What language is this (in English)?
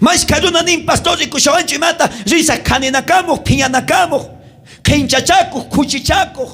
South Bolivian Quechua